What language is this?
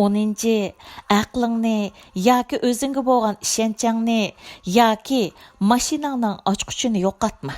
Uyghur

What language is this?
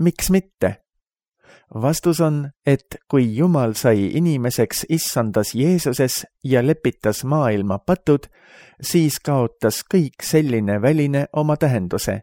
Estonian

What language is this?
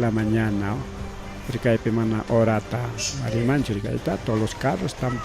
Ayacucho Quechua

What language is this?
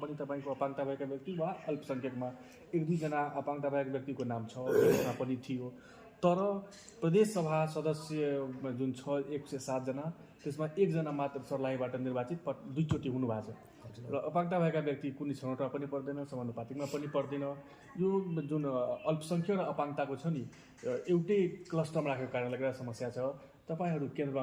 Nepali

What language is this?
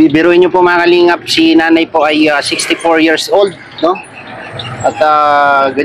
Filipino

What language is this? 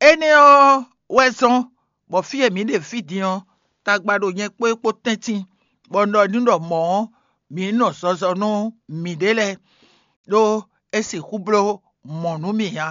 Fon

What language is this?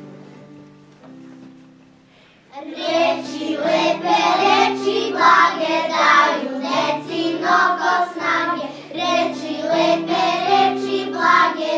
Serbian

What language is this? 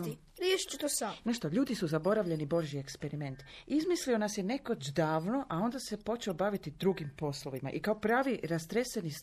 Croatian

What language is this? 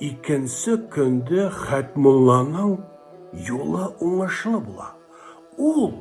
Bashkir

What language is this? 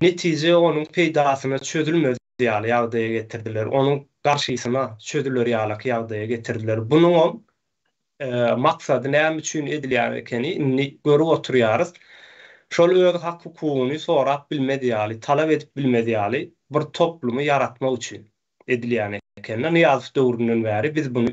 Turkmen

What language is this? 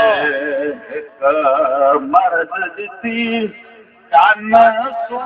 Saraiki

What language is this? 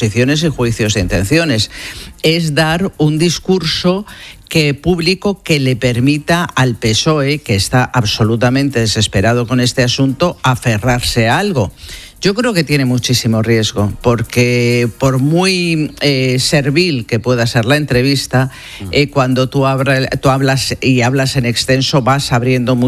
Spanish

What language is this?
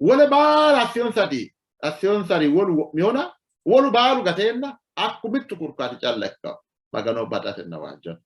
Sidamo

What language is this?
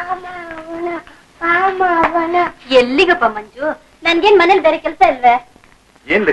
Kannada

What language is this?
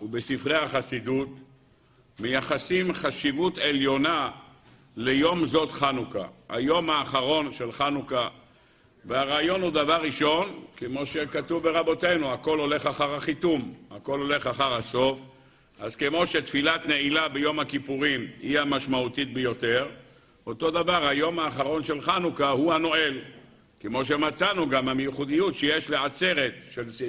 Hebrew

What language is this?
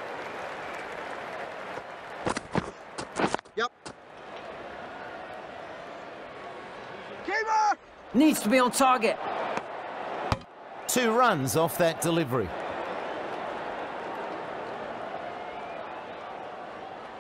English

